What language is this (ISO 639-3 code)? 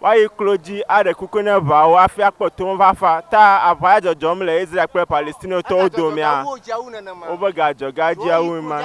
ewe